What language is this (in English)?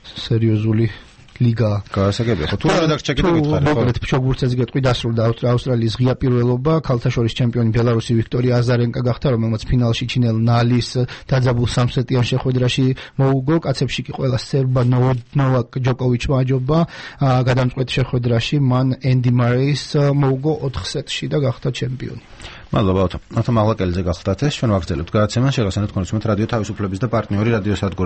Georgian